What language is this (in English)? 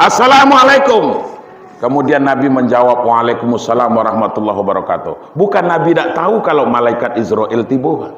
Minangkabau